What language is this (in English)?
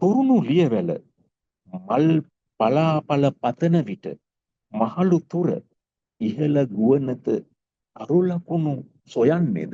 Sinhala